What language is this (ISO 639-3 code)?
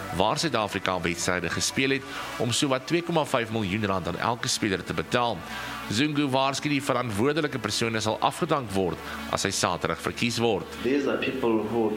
afr